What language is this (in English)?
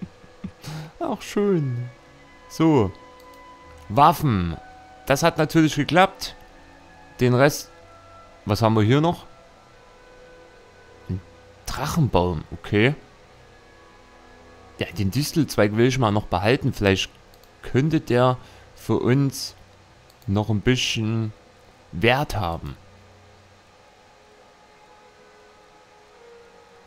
German